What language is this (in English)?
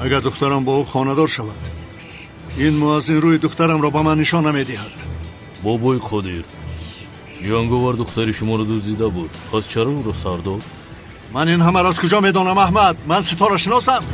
Tajik